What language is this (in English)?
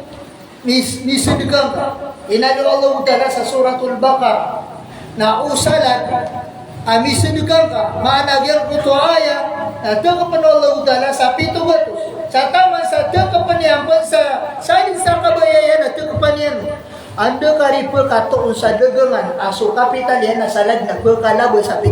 Maranao